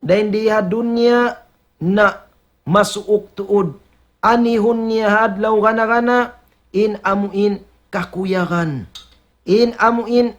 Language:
Tausug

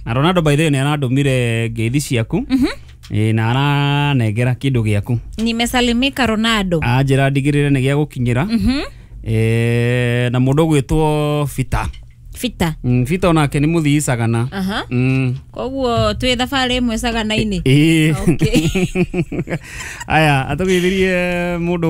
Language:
Kikuyu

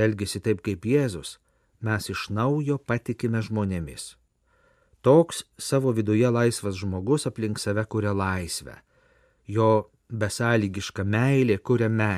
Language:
Lithuanian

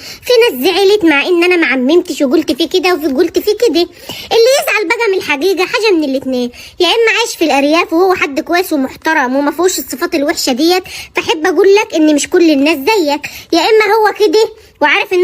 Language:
Egyptian Arabic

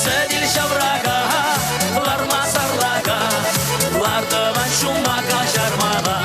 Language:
Chuvash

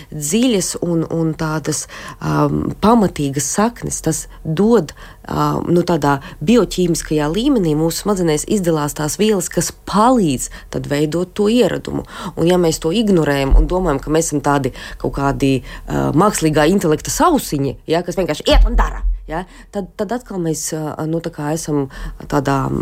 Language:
Latvian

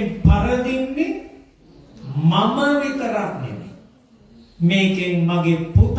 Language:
Sinhala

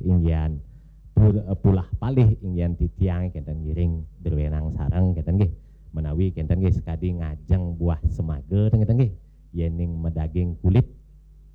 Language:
Balinese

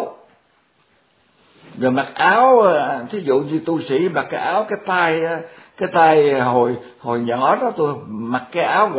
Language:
Vietnamese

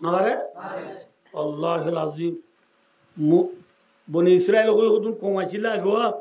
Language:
Rohingya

